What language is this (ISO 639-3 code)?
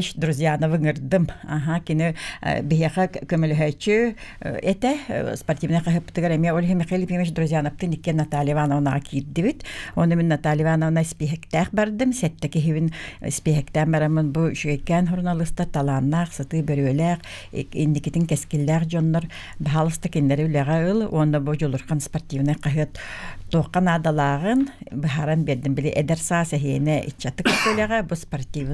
sah